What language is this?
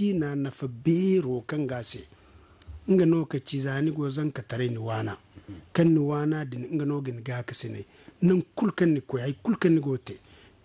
Zarma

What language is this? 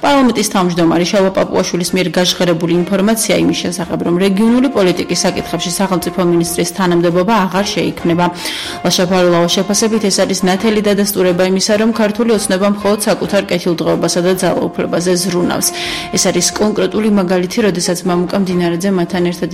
Georgian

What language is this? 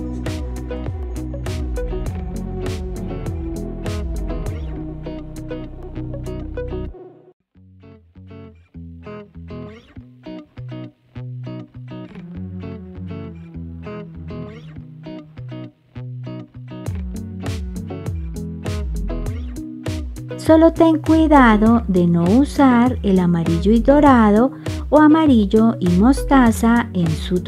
Spanish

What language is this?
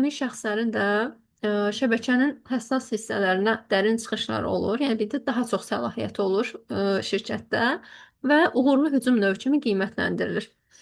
Azerbaijani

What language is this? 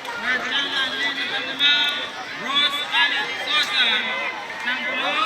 Pohnpeian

